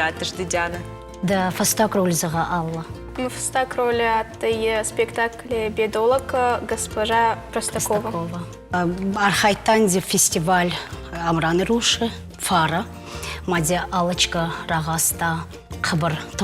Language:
Ossetic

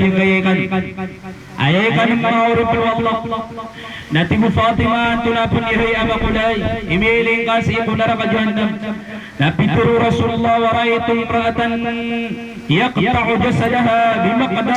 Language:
Maranao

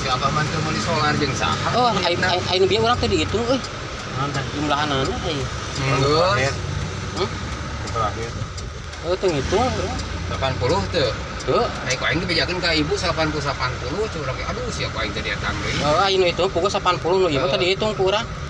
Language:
Sundanese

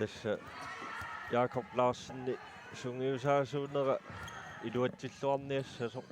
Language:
Kalaallisut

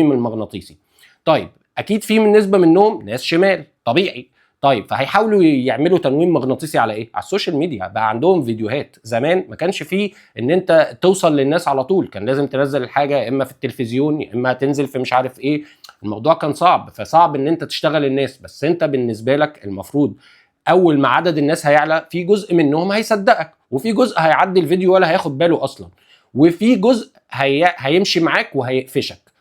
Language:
Egyptian Arabic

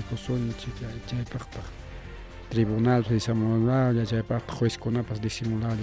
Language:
Ayacucho Quechua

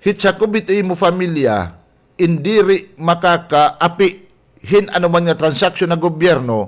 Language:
Waray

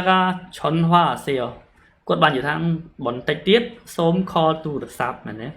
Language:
Khmer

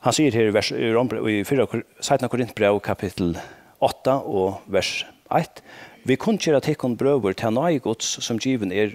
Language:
Faroese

